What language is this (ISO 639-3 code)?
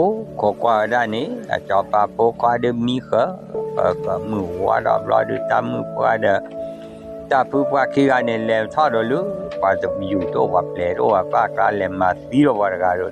ksw